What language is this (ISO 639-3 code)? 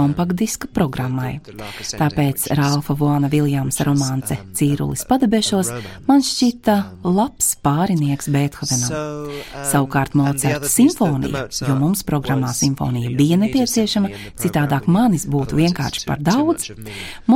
lav